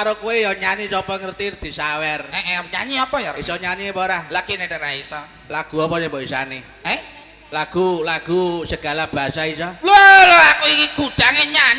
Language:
Javanese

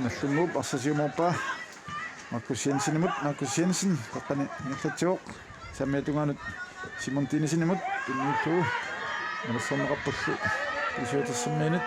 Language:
Kalaallisut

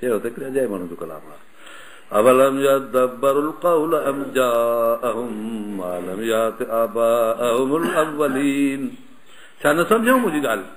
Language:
Sindhi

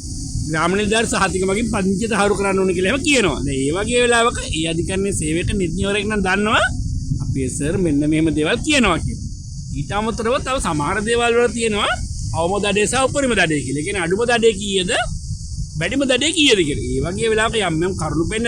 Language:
Sinhala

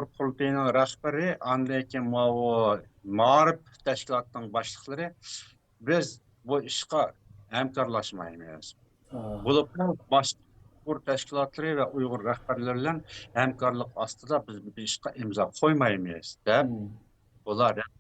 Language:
Uyghur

